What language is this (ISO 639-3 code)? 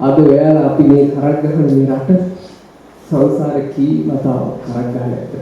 sin